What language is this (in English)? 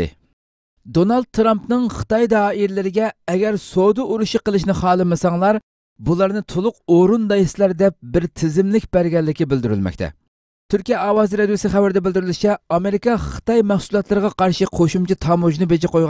Uyghur